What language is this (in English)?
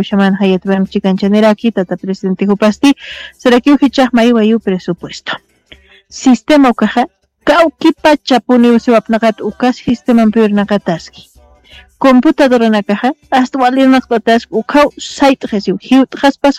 Aymara